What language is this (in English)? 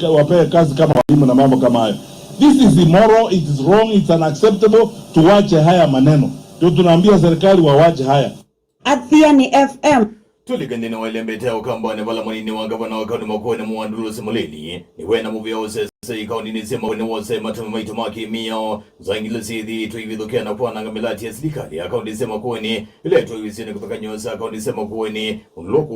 Kamba